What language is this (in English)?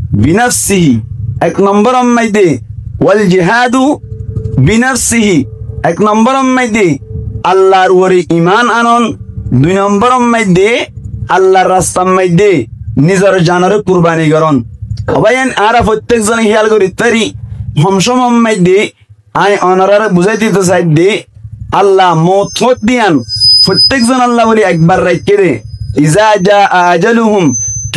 Rohingya